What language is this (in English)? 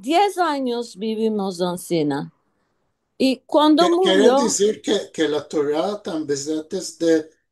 Ladino